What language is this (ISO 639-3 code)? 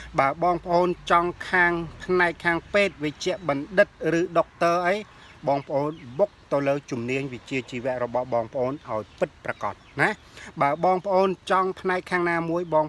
khm